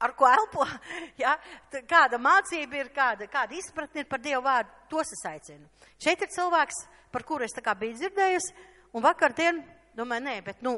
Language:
Latvian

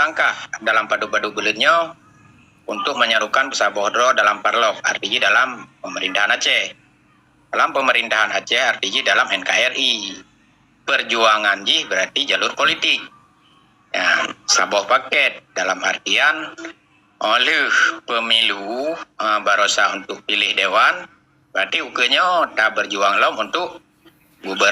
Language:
Achinese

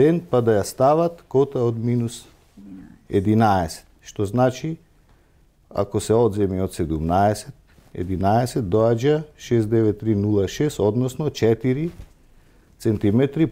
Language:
Macedonian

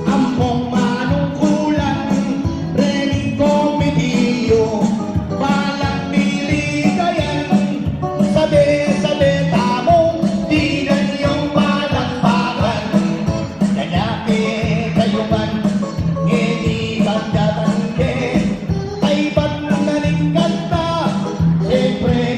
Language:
Pampanga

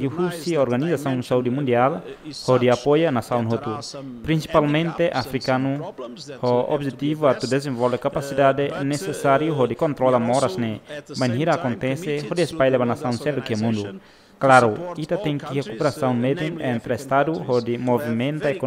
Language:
Tetum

